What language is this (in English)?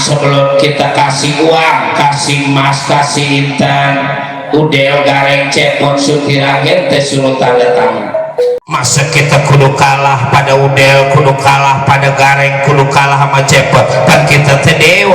Betawi